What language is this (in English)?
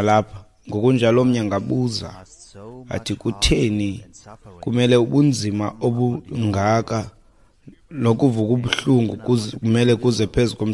Xhosa